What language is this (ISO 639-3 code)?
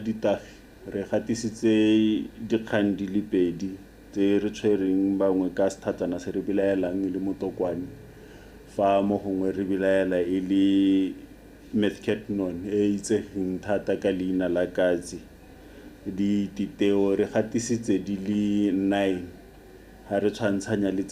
tsn